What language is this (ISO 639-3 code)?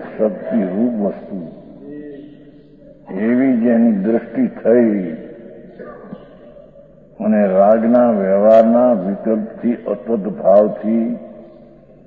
guj